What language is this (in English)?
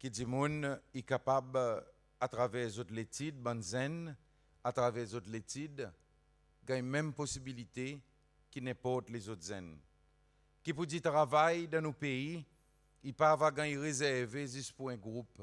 Seselwa Creole French